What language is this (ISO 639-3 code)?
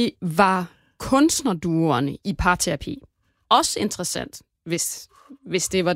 dan